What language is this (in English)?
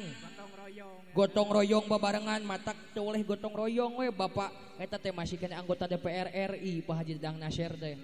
Sundanese